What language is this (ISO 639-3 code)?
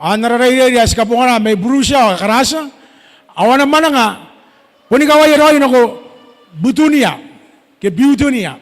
gil